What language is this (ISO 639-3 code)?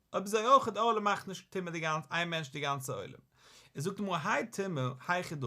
yid